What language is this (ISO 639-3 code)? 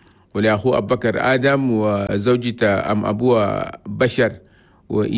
shu